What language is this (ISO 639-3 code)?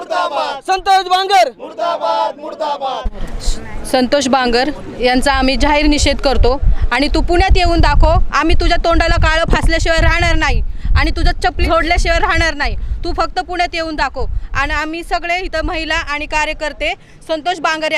mar